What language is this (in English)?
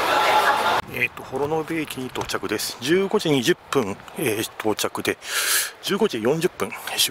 Japanese